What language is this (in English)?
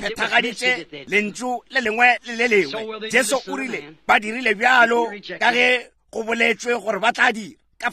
Northern Sotho